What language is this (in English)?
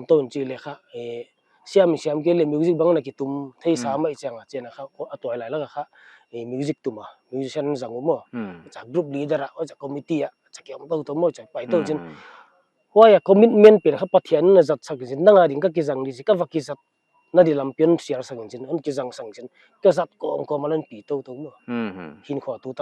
Paite Chin